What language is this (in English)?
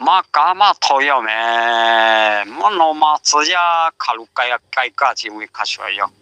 Lahu